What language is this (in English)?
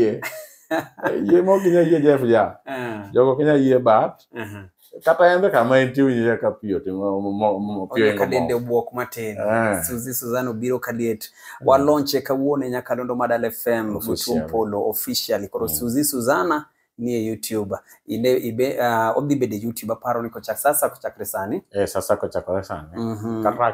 Luo (Kenya and Tanzania)